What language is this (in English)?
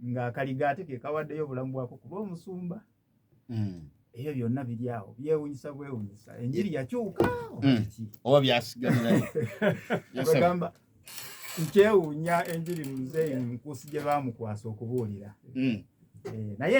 Ganda